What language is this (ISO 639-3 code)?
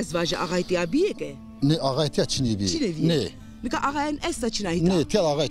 zza